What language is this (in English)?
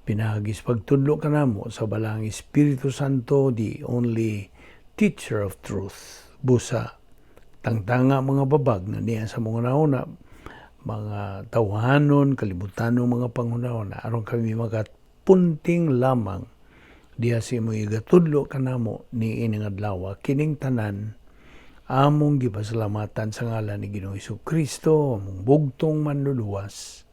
Cebuano